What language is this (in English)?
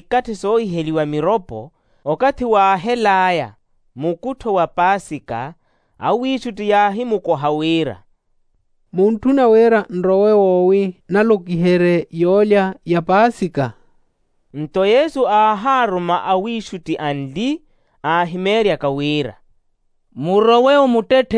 Makhuwa